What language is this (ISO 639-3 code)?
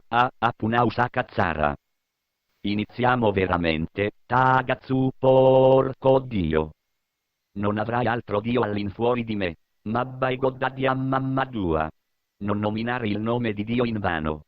srd